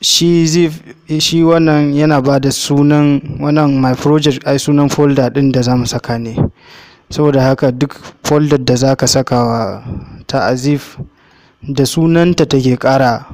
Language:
Hausa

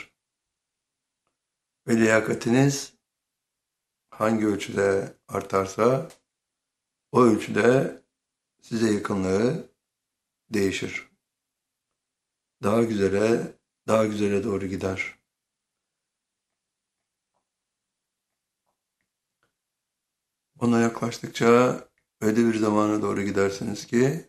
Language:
Turkish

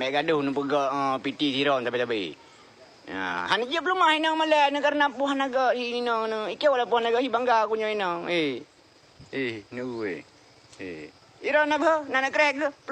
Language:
Achinese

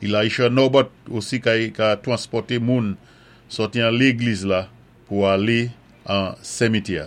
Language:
Saint Lucian Creole French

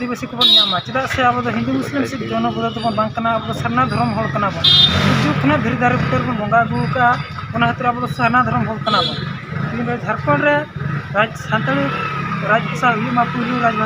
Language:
Santali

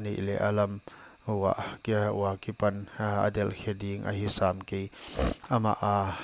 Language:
Paite Chin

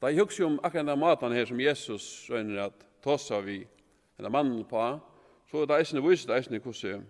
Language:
Faroese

